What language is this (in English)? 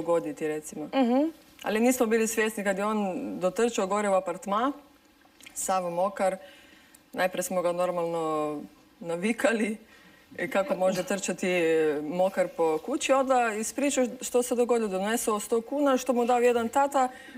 Croatian